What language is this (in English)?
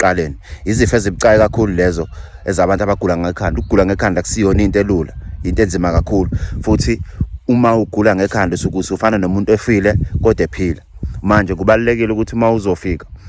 Zulu